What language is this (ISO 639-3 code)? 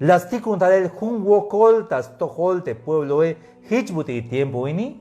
tzh